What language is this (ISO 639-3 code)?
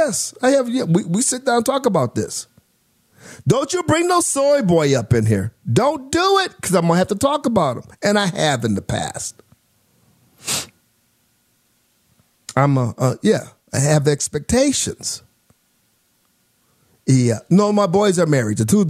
eng